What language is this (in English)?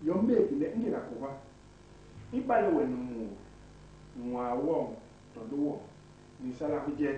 Basaa